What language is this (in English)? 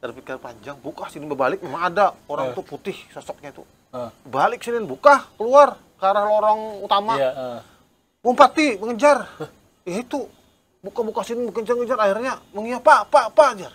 Banjar